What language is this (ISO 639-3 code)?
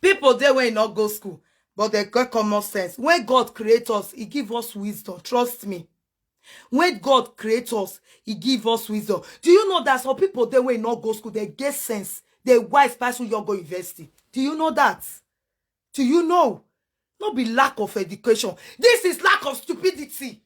pcm